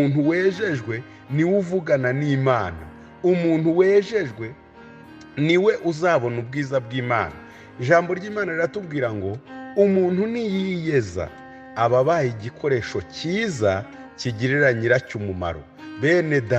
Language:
Kinyarwanda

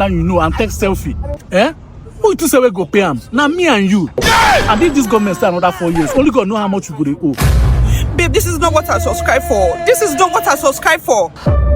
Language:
Nigerian Pidgin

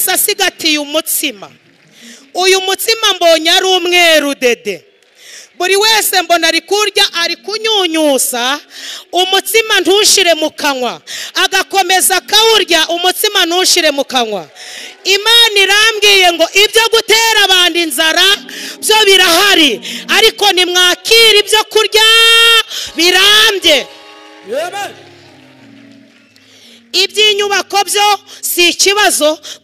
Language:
Kinyarwanda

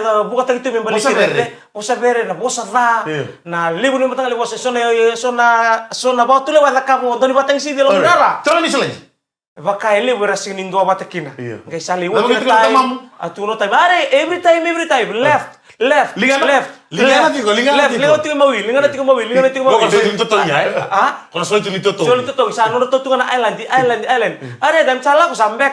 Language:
Fijian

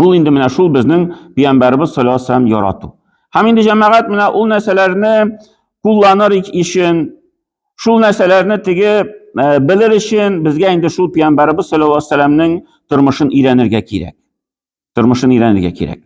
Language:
Tatar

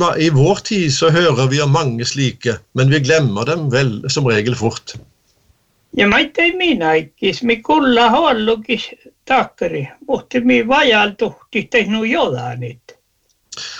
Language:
Norwegian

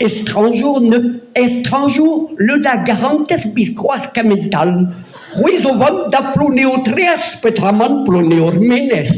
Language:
Breton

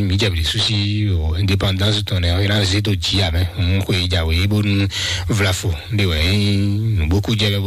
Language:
Fon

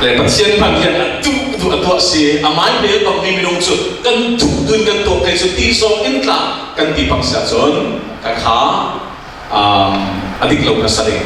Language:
Falam Chin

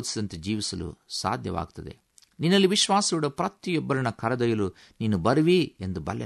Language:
Kannada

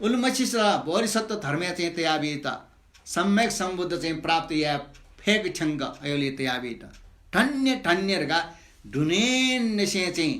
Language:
Newari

